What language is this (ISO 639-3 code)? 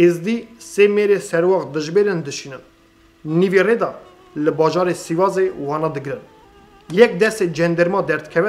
kur